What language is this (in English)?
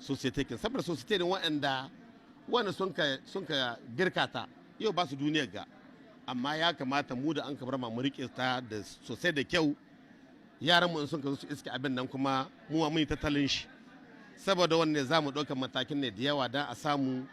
Hausa